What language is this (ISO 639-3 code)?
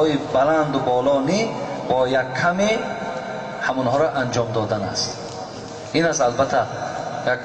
tgk